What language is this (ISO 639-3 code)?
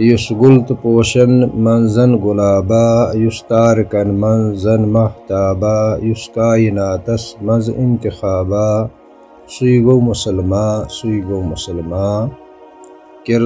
kas